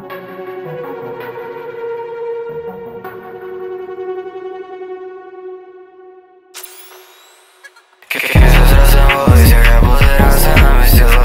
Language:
Slovak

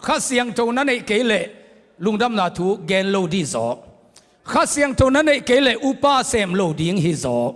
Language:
Tedim Chin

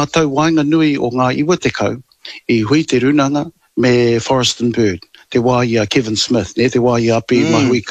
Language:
Māori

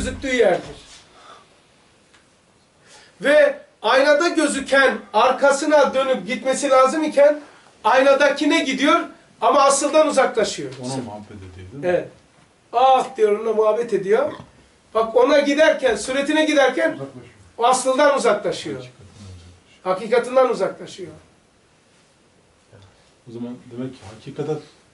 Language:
Turkish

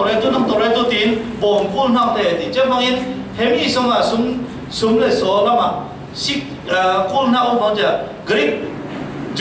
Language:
Falam Chin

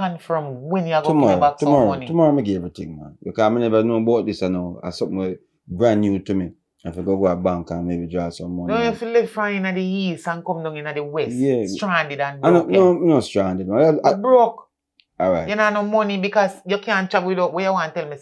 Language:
Jamaican Creole English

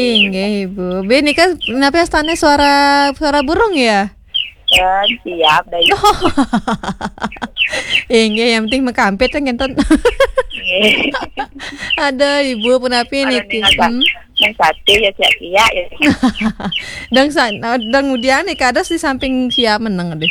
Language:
Balinese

